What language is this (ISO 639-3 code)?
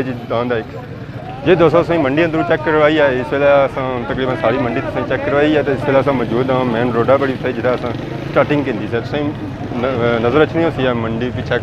phr